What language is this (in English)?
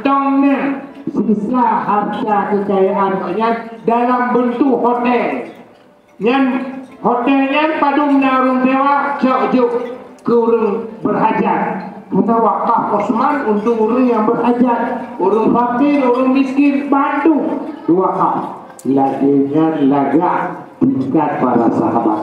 Achinese